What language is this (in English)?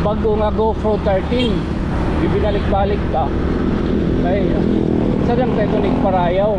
Waray